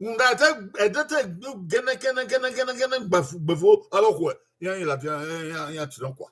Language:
Bini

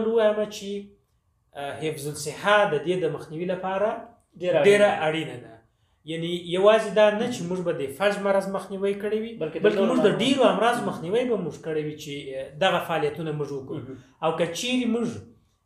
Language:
Pashto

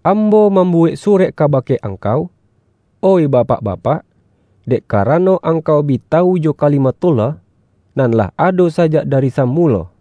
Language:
Minangkabau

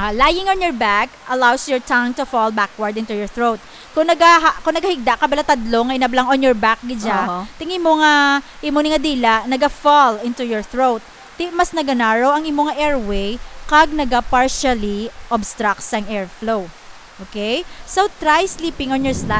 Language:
Hiligaynon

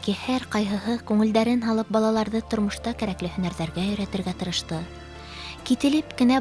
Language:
Bashkir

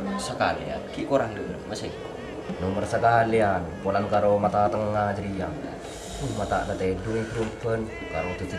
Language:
Madurese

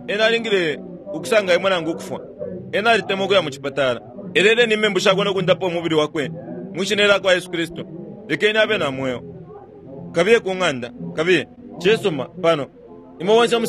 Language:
Bemba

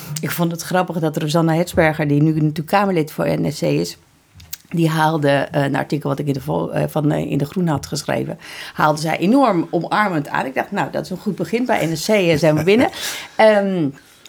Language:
Dutch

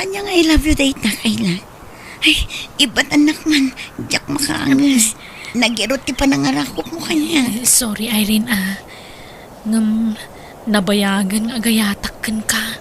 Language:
Iloko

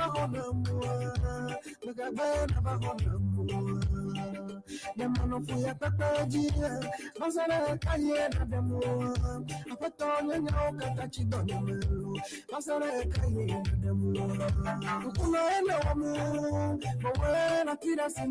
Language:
Ewe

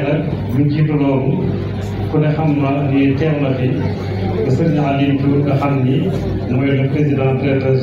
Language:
Wolof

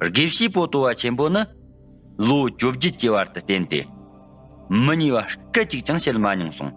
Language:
Tibetan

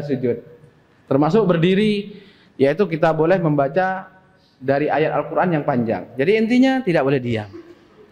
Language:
Indonesian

